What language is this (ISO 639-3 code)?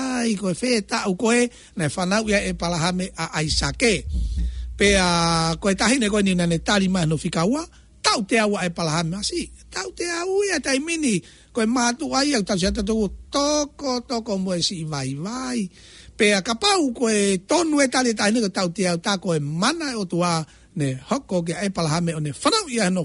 ton